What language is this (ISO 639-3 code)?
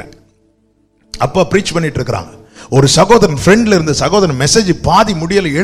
tam